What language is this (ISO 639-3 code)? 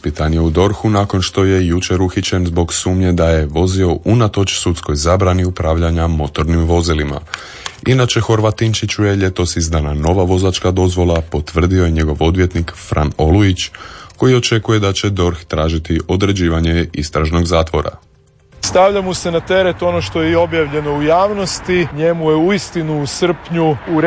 hrv